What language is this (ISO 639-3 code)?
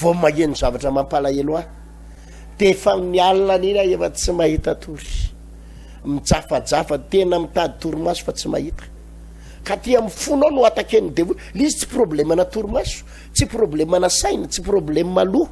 mlg